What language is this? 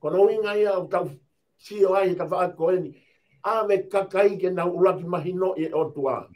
Tongan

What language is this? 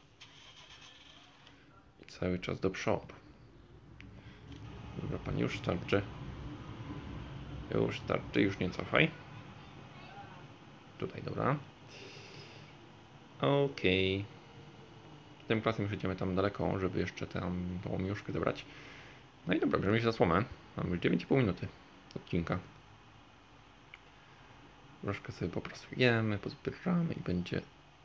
Polish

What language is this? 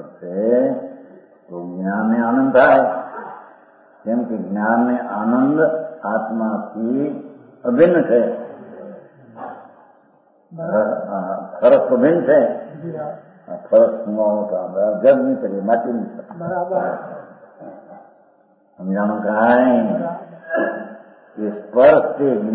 Gujarati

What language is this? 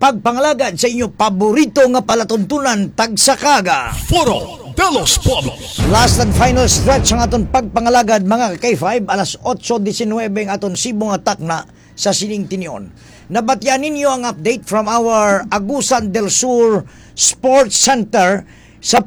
Hiligaynon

